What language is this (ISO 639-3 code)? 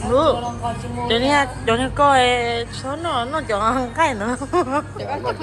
hmn